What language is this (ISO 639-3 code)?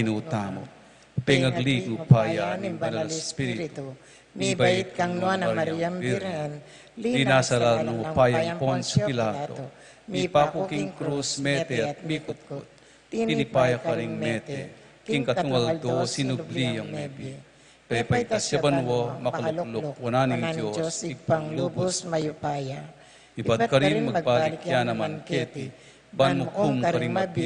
pam